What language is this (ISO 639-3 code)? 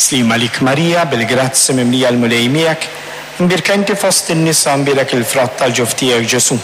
mlt